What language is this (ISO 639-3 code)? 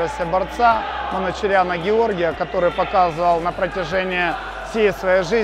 rus